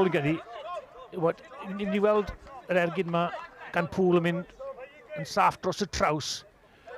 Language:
Welsh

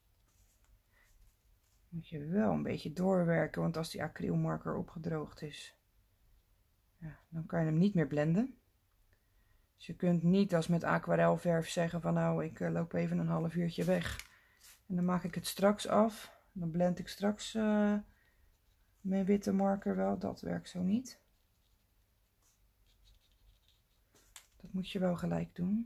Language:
Dutch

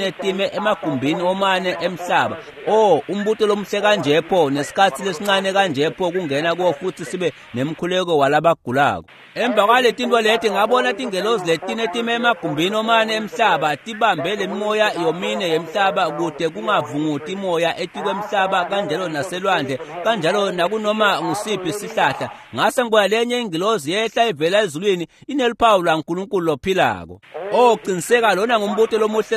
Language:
Swati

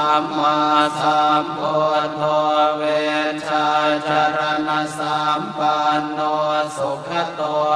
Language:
Pali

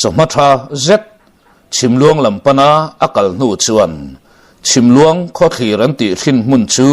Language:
Mizo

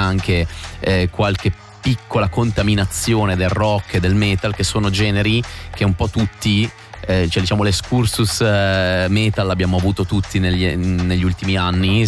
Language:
Italian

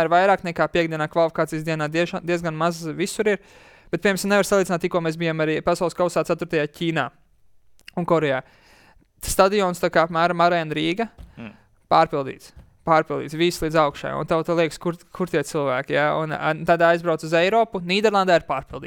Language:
Latvian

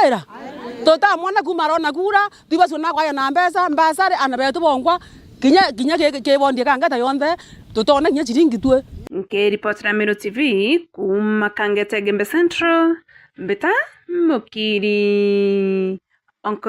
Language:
Meru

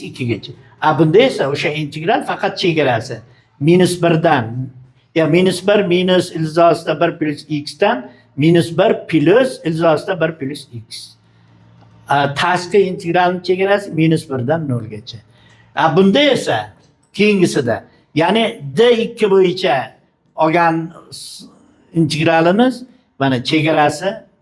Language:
Uzbek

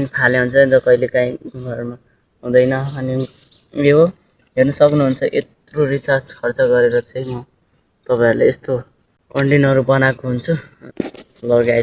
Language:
Nepali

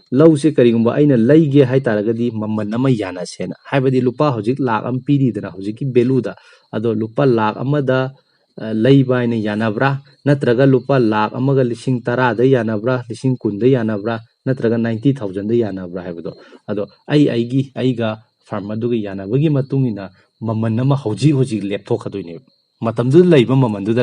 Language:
Manipuri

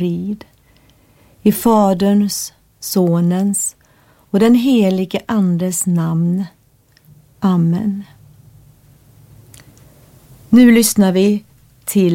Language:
Swedish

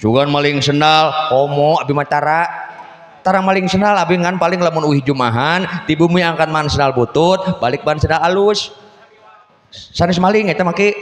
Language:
Sundanese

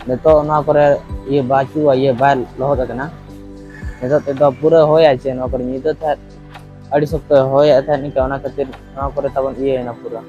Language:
Santali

